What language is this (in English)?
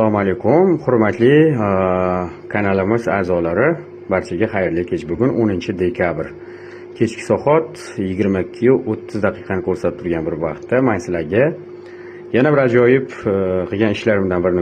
Uzbek